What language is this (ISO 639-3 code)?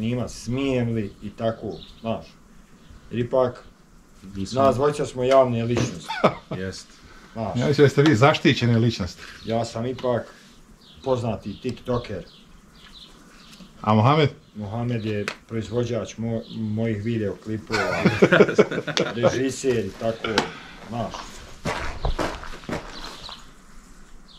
bos